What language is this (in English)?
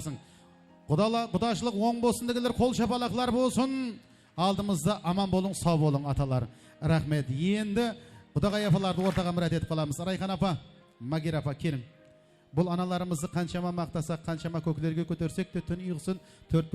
Kara-Kalpak